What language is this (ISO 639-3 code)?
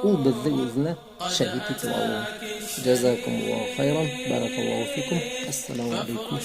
bak